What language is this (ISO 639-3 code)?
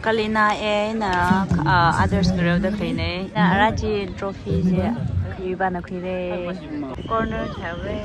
nmf